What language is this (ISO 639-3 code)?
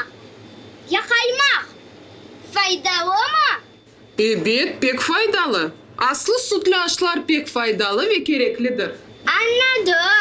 crh